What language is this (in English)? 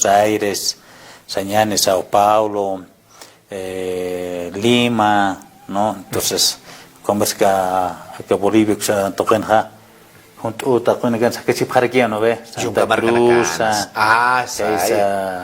Aymara